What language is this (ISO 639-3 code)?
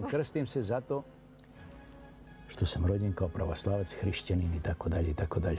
srp